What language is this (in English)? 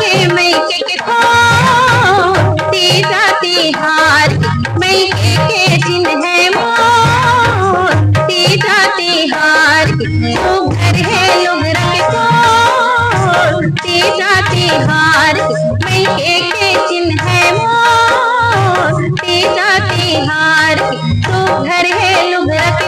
Chhattisgarhi